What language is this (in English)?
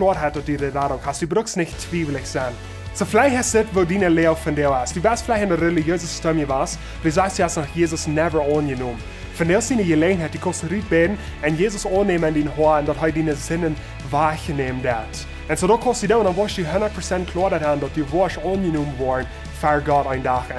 Plautdietsch